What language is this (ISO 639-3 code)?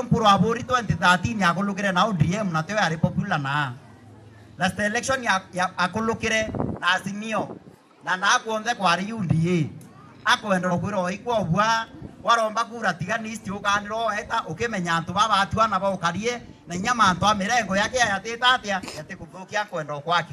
mer